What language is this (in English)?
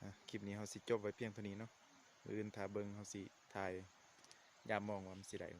Lao